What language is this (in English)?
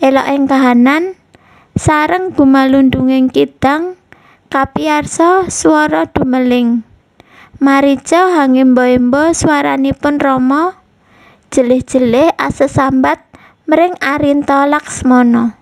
Javanese